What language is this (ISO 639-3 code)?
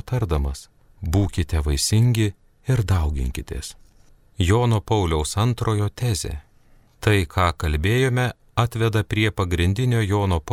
lit